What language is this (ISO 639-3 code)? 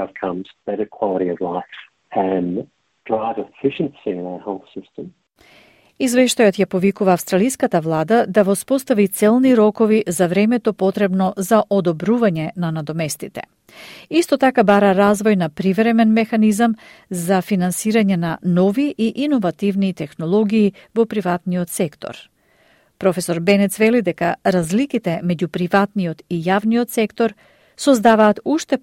mkd